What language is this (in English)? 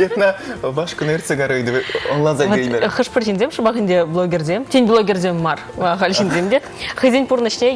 Chuvash